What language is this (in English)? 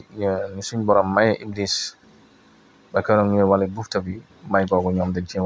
Wolof